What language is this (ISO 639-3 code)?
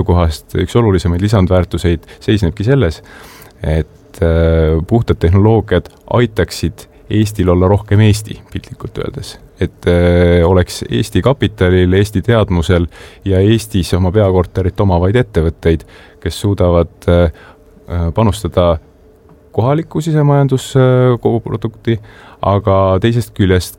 est